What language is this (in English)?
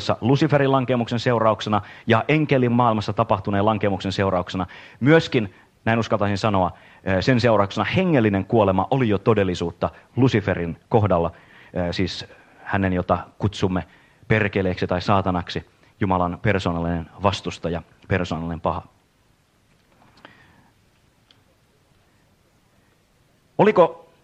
Finnish